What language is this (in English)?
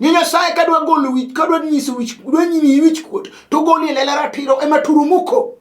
Luo (Kenya and Tanzania)